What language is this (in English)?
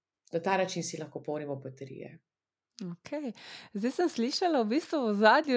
Slovenian